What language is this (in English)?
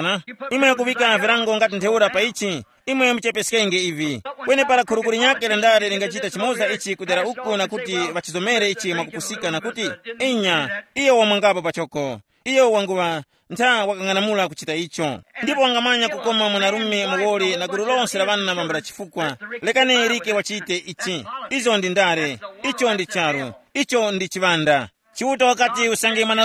Tumbuka